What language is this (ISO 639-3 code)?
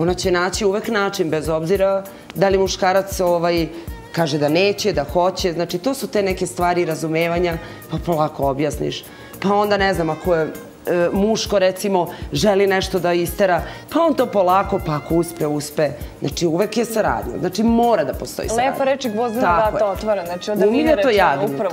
srp